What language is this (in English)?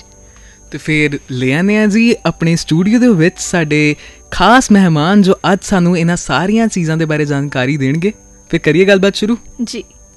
Punjabi